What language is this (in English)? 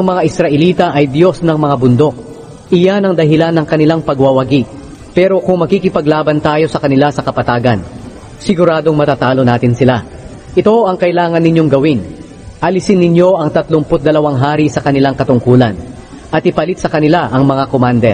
Filipino